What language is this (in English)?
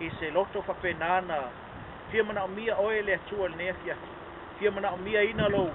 Samoan